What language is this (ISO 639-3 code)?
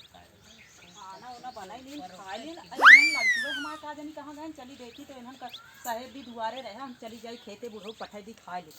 awa